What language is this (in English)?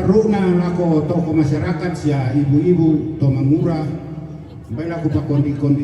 Toraja-Sa'dan